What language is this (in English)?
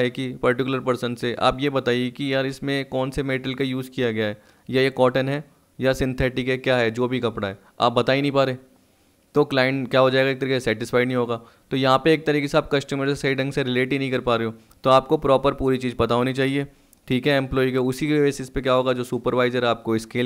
Hindi